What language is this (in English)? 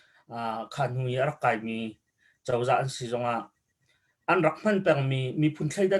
Hakha Chin